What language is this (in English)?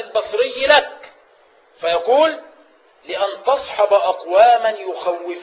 Arabic